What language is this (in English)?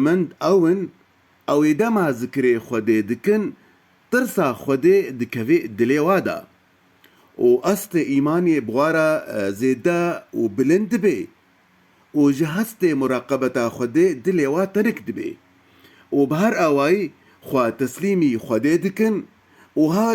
Kurdish